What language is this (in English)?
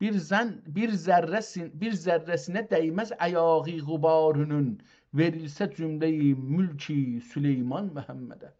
South Azerbaijani